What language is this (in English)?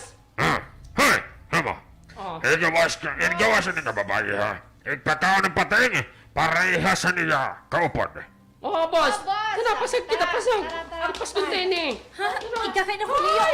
Waray